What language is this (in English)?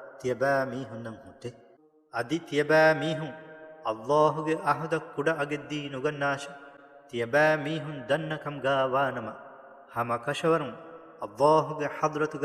Divehi